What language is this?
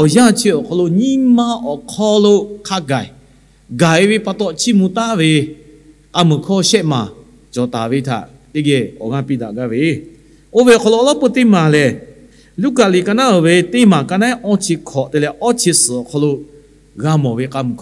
Lahu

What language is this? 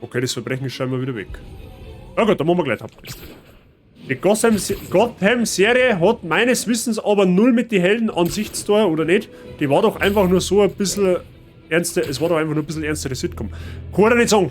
Bavarian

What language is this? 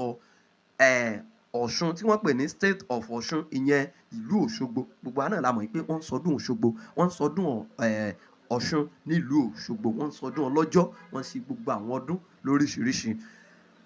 Yoruba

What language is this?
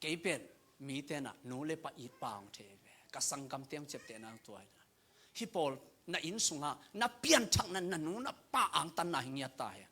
Tedim Chin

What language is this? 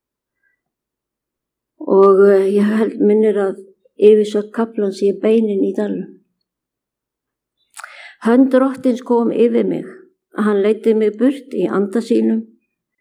Icelandic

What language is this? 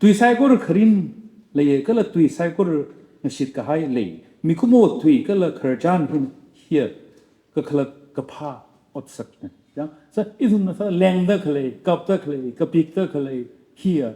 Tangkhul Naga (India)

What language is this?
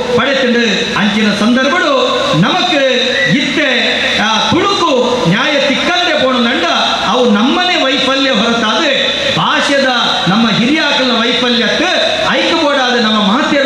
Tulu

